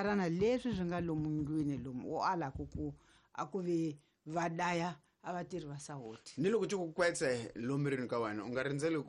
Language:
Tsonga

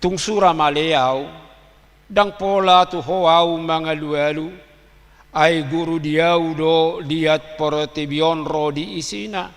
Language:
Batak Toba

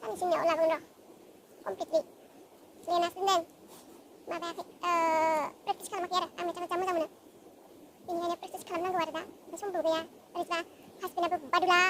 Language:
Bodo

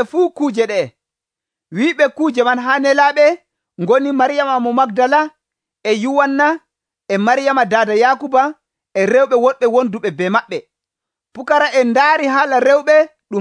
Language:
Nigerian Fulfulde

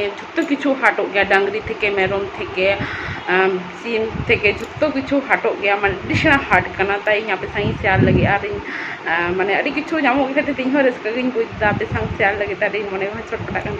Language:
Santali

